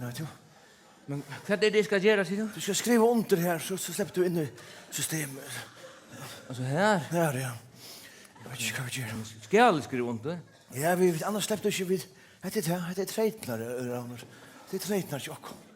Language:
Faroese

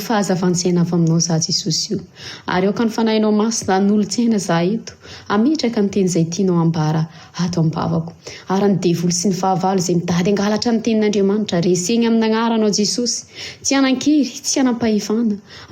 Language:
Malagasy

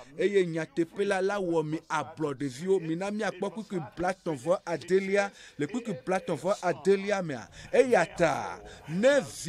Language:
Ewe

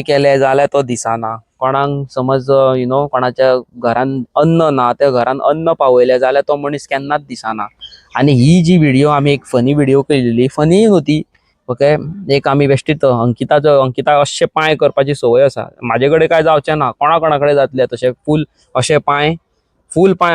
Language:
Konkani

